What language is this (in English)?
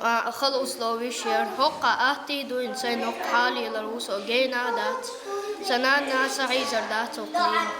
Chechen